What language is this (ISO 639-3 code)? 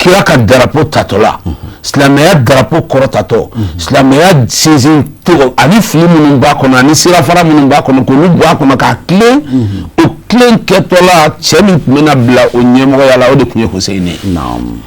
bam